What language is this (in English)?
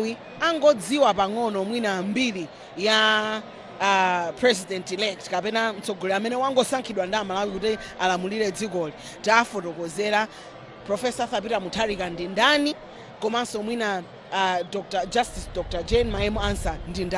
Nyanja